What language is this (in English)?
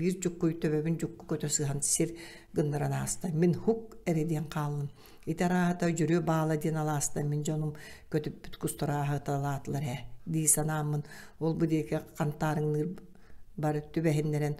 Yakut